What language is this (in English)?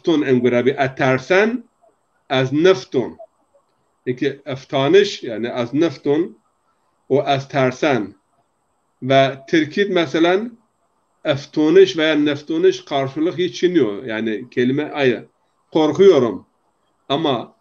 Zaza